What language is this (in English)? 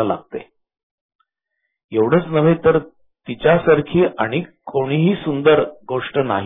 Marathi